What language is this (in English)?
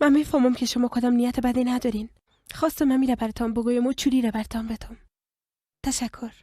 Persian